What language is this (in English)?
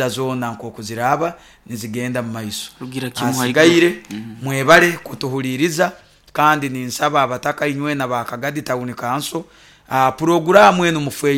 Nyankole